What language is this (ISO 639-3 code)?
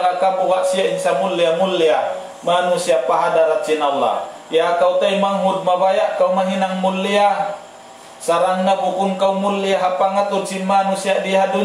tsg